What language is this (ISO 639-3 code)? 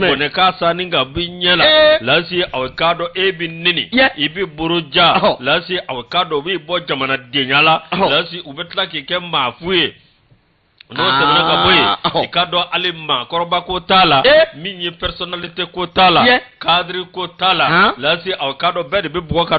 bam